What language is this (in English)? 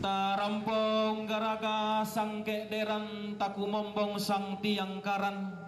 Toraja-Sa'dan